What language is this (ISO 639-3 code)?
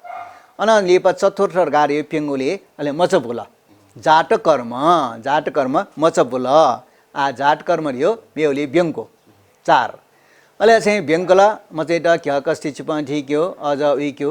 new